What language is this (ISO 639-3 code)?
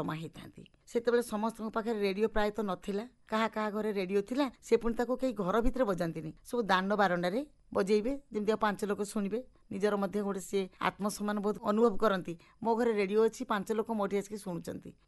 ori